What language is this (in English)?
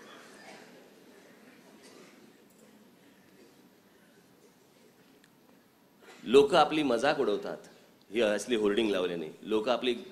Marathi